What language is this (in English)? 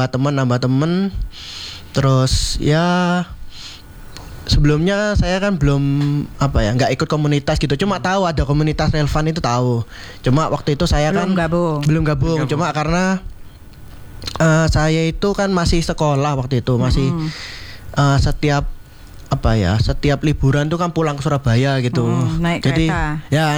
Indonesian